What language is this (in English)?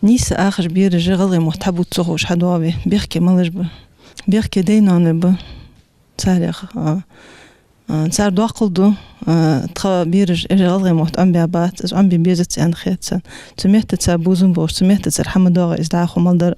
Ingush